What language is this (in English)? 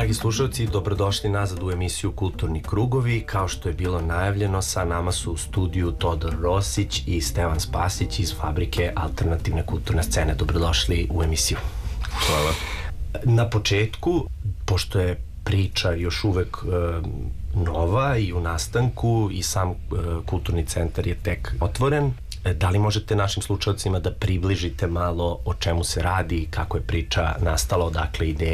Serbian